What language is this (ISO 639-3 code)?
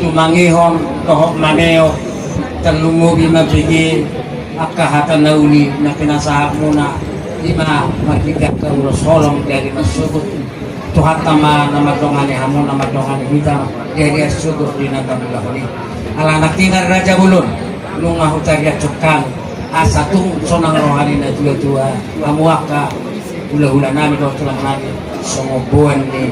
bbc